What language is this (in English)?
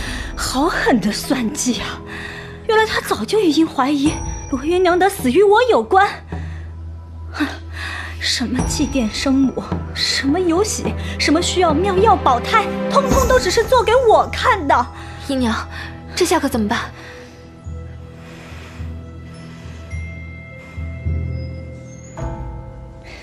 Chinese